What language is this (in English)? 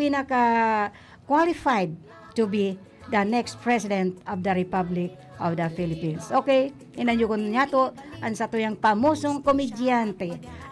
Bikol